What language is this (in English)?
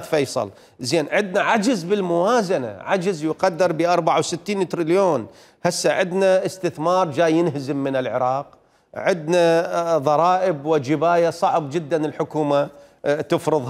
Mesopotamian Arabic